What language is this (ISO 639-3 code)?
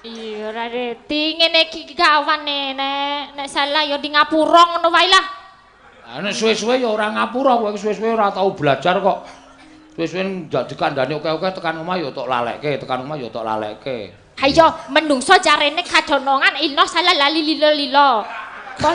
jav